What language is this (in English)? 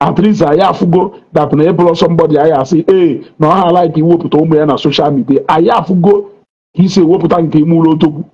Igbo